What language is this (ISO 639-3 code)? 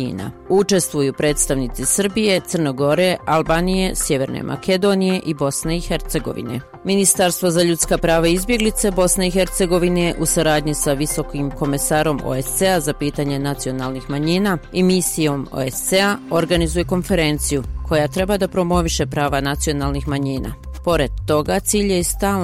bos